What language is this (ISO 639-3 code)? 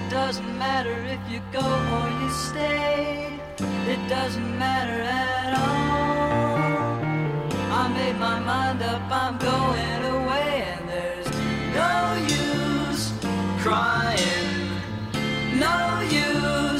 eng